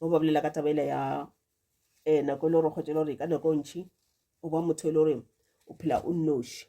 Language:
Northern Sotho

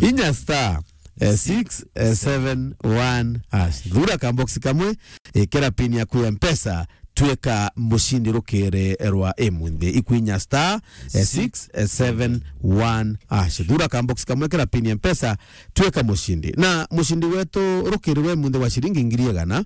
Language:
Meru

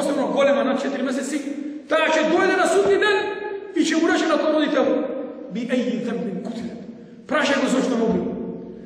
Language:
Macedonian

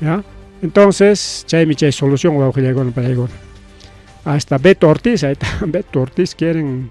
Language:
Ayacucho Quechua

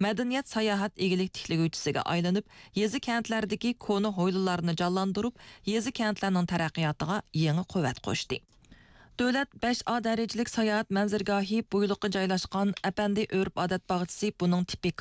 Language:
Uyghur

